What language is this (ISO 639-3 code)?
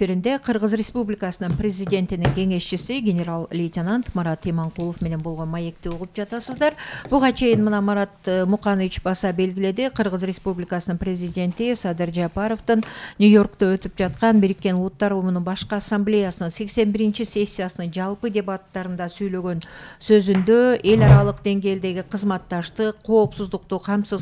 kir